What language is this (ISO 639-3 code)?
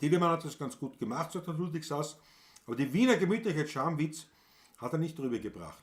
bar